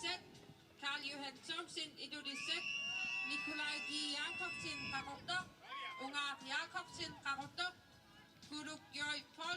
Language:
Kalaallisut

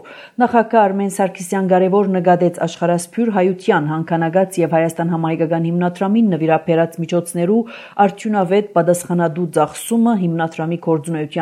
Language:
Armenian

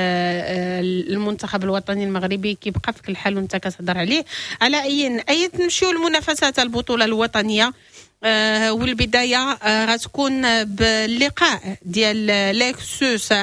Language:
Moroccan Arabic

